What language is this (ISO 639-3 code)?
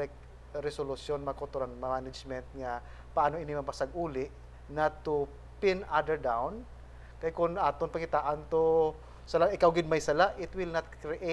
hil